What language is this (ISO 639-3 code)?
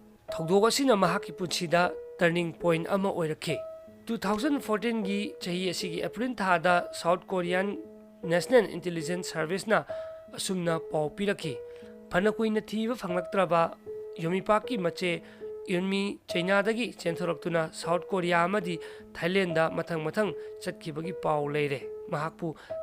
mni